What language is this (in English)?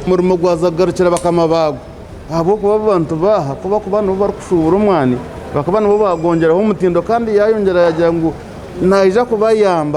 Nyankole